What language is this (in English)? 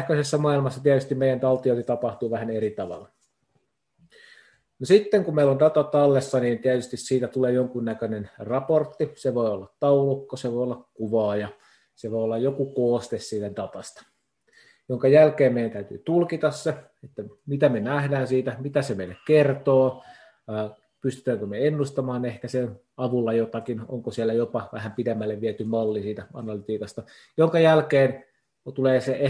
Finnish